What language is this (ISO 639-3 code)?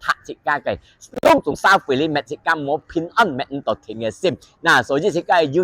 hak